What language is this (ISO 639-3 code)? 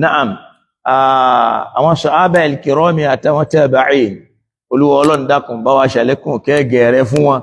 yor